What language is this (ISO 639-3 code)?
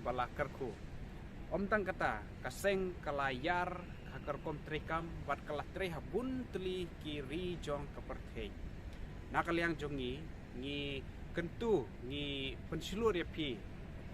kha